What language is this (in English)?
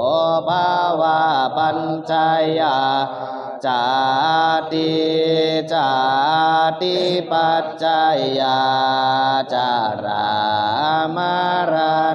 Pali